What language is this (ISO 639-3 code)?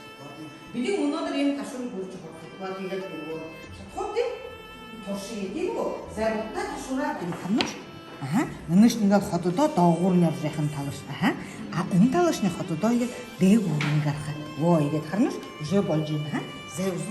bua